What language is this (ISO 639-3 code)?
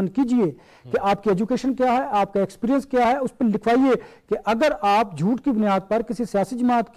urd